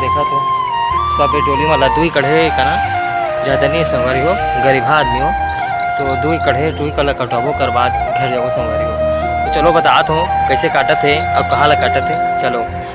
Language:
Chhattisgarhi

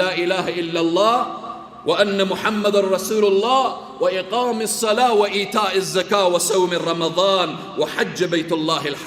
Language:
Persian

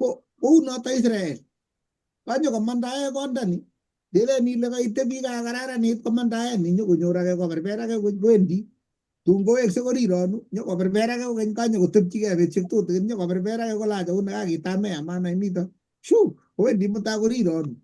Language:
Kalenjin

